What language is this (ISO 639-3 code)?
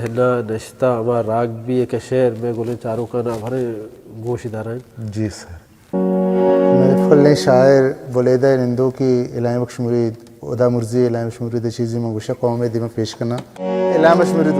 bal